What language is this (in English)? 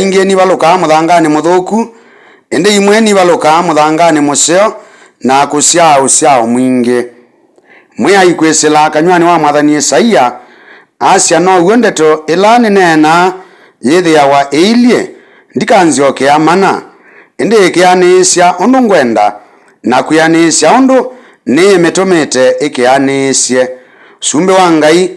Kamba